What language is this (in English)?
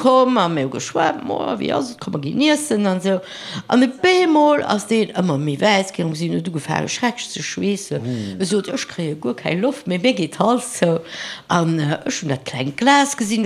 Luxembourgish